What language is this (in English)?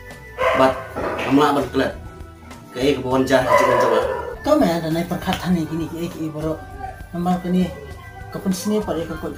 Khasi